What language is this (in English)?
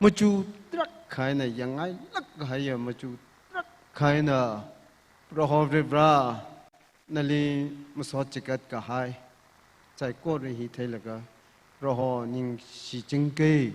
Tangkhul Naga (India)